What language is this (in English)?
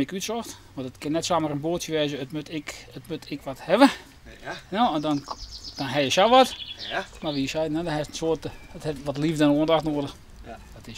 Western Frisian